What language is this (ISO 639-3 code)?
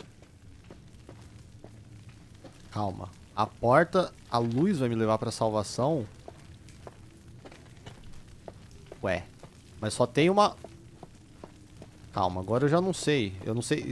por